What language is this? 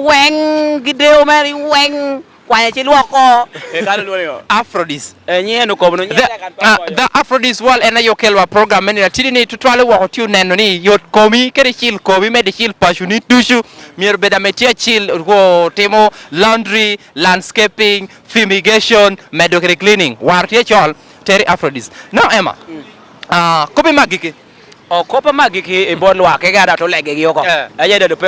Lango (Uganda)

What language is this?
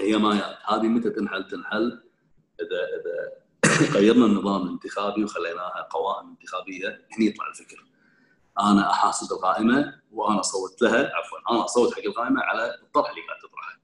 Gulf Arabic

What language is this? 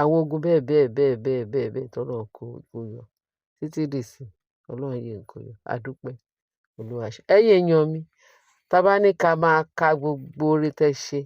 Yoruba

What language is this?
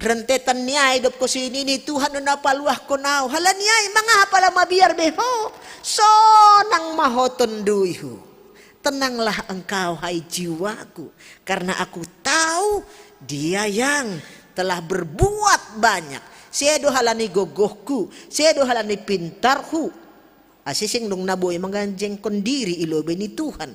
Batak Simalungun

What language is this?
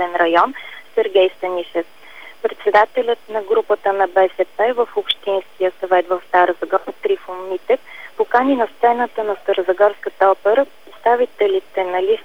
Bulgarian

